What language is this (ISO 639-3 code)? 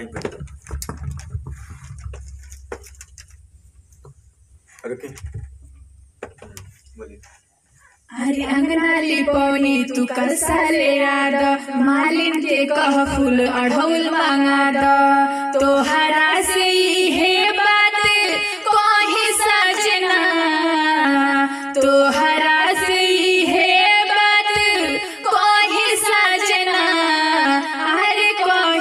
bho